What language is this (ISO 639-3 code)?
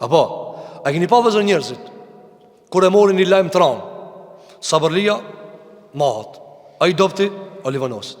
sqi